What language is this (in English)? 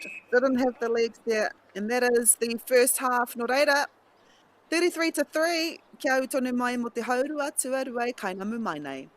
Māori